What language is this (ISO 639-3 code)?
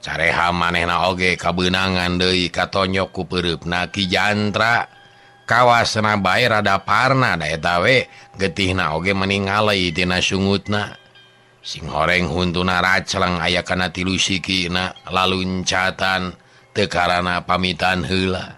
sun